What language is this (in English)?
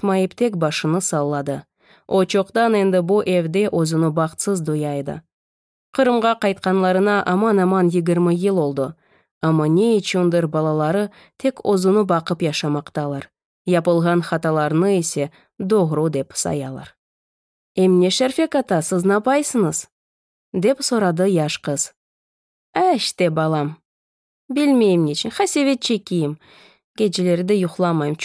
Crimean Tatar